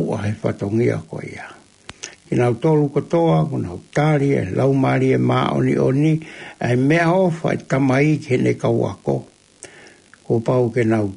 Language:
Tongan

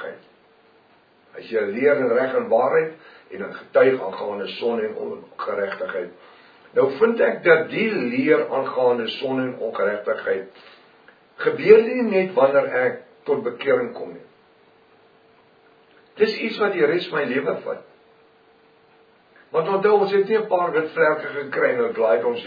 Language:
Afrikaans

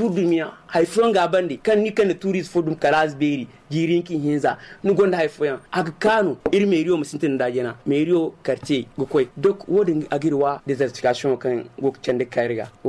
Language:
Zarma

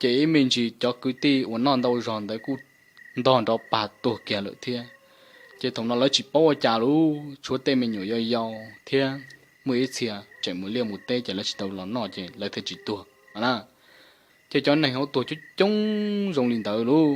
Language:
Hmong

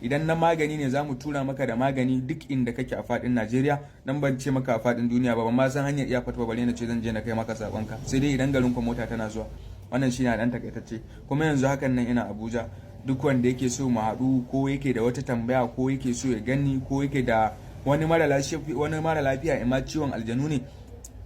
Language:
Hausa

